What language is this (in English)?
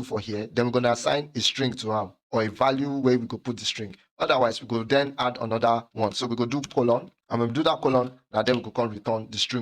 Nigerian Pidgin